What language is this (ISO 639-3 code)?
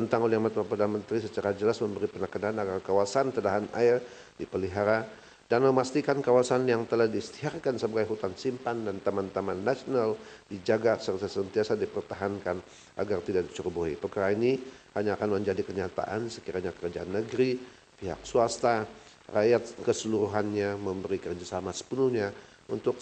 msa